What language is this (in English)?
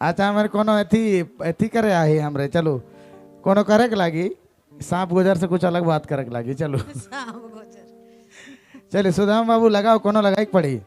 Sadri